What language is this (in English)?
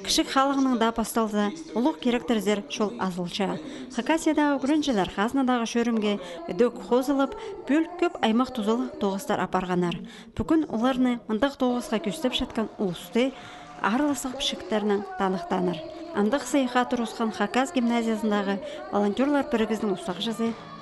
Khakas